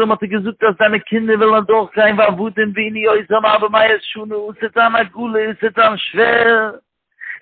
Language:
Hebrew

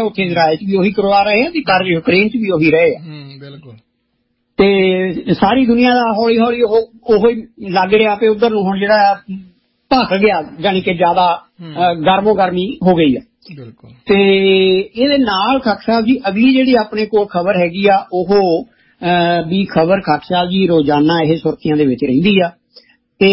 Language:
Punjabi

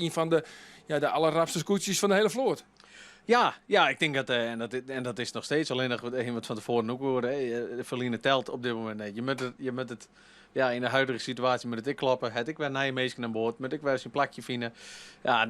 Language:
Western Frisian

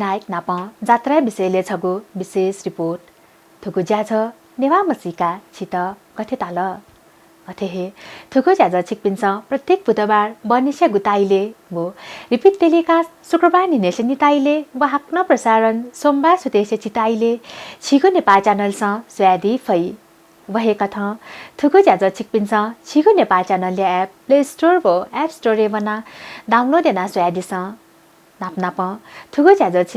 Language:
Newari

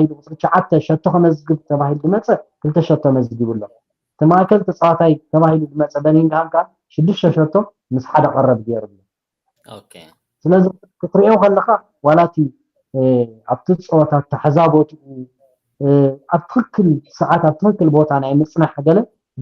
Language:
Tigrinya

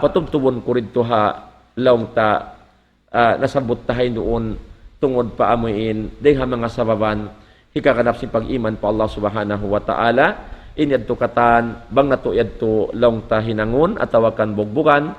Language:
Tausug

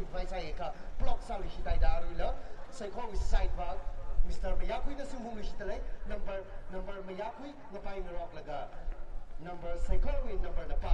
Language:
Tangkhul Naga (India)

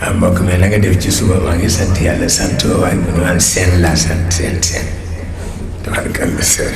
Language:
Wolof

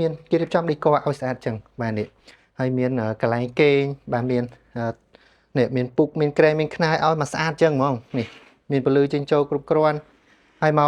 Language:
Khmer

